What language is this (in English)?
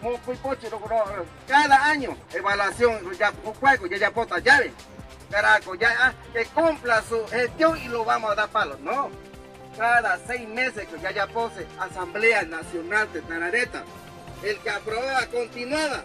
Guarani